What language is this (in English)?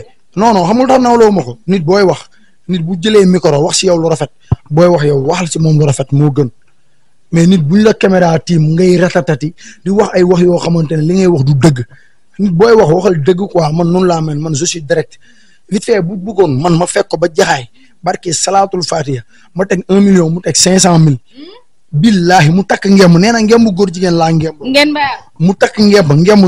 Wolof